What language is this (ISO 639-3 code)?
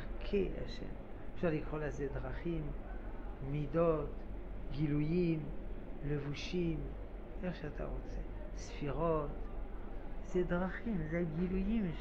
heb